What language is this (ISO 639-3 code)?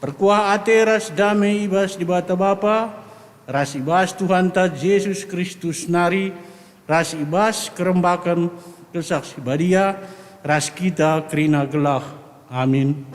btx